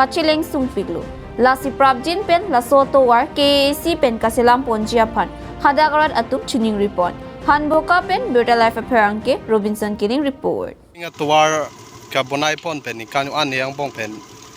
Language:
Karbi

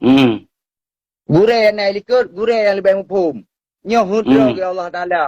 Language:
Achinese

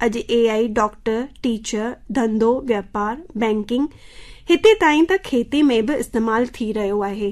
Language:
Sindhi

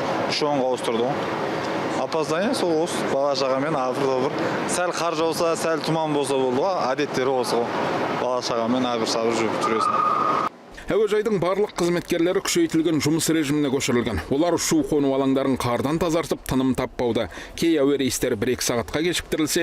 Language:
Kazakh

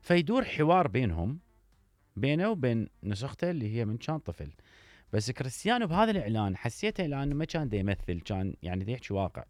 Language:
Mesopotamian Arabic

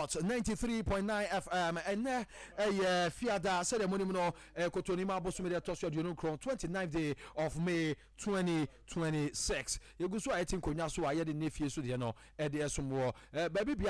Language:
Akan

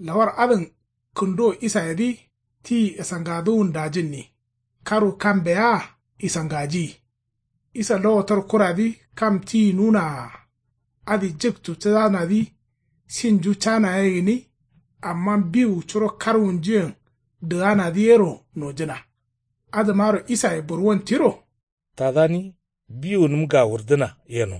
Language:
Kanuri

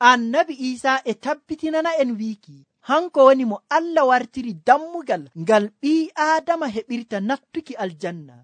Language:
Nigerian Fulfulde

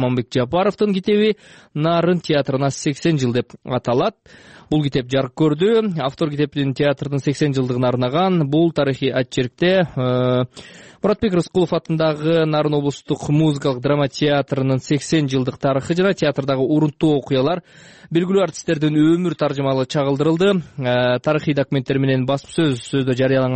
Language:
Kyrgyz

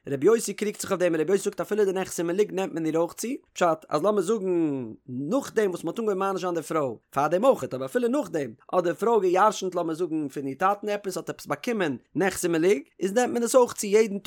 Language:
Yiddish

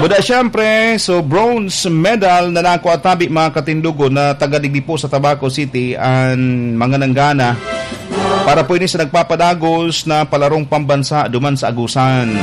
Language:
Bikol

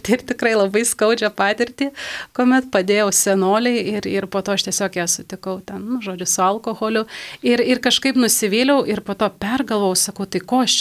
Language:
Lithuanian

